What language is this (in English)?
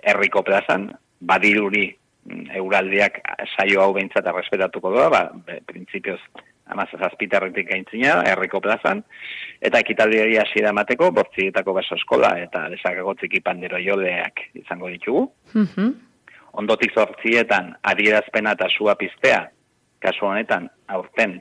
Basque